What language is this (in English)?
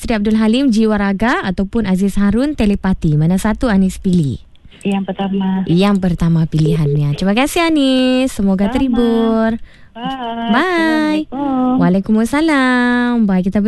Malay